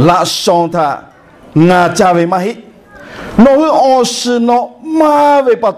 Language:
Lahu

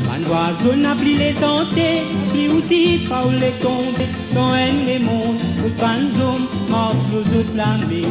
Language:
Morisyen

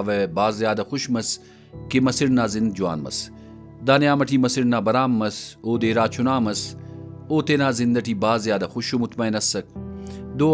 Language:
Brahui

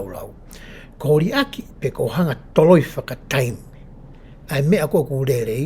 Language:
Tongan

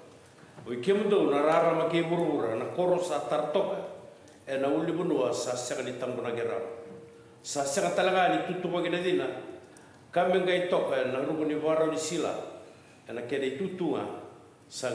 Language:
Fijian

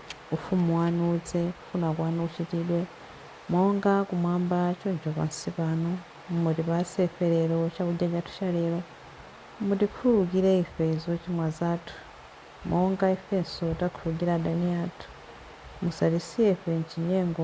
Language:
Nyanja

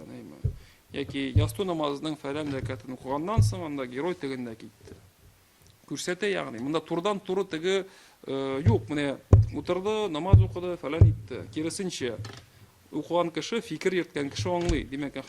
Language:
Tatar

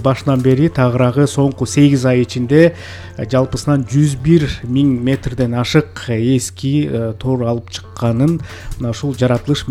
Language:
Kyrgyz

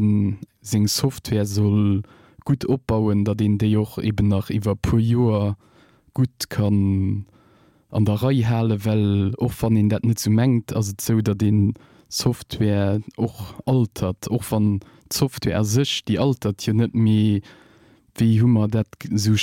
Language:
Luxembourgish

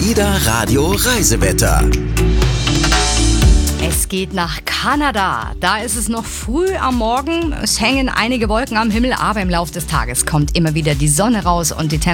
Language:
German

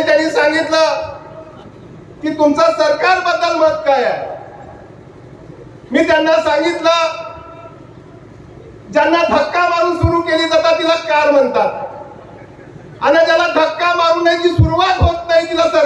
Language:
Marathi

